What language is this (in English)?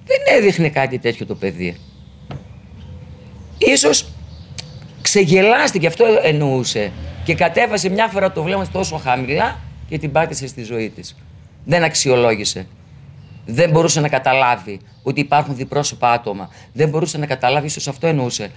Greek